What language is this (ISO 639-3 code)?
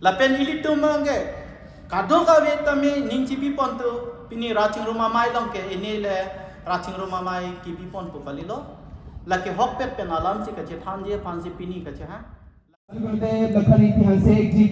mjw